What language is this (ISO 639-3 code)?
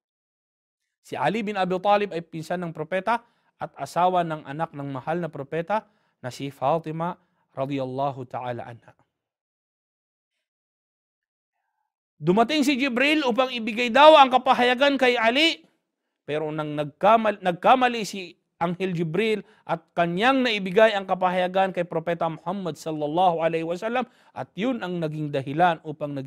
fil